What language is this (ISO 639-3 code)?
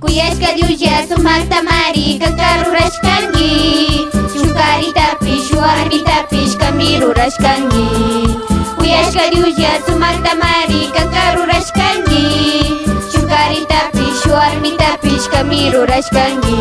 qug